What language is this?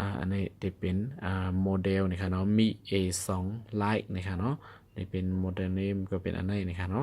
Shan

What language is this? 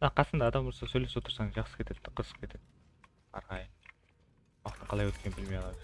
Kara-Kalpak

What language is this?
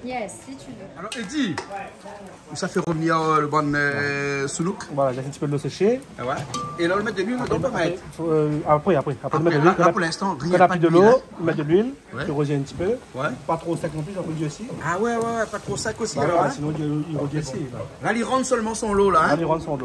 Réunion Creole French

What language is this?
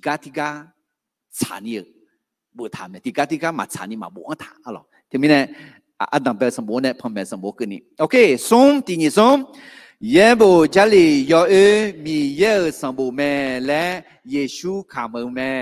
Akha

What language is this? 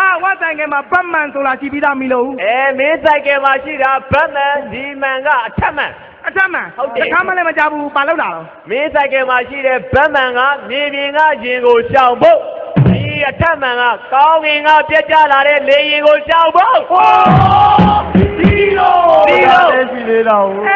Burmese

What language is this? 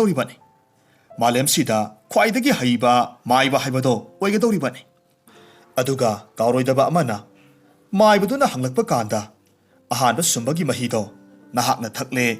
Manipuri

